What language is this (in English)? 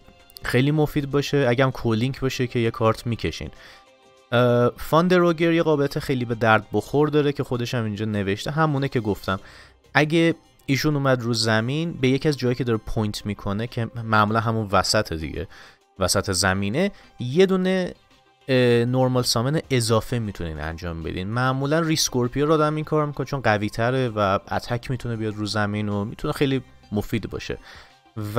Persian